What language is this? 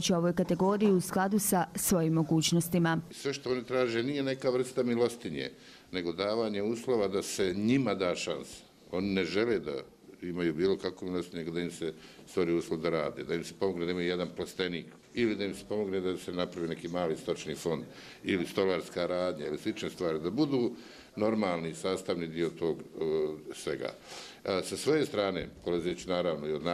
Bosnian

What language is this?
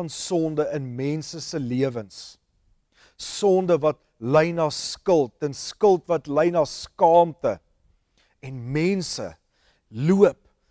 Afrikaans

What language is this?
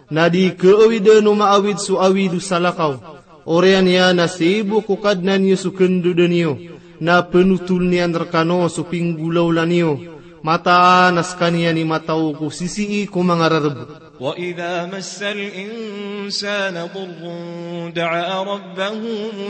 Maranao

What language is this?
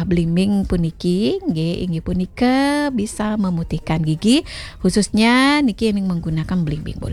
Balinese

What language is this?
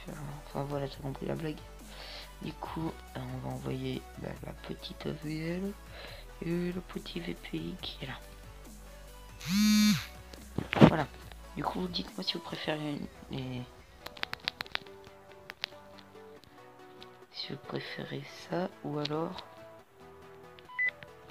French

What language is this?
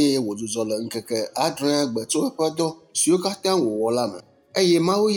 Ewe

